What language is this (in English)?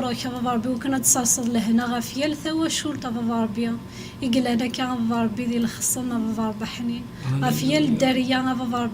Kabyle